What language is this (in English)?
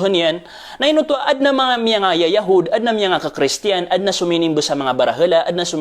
Maranao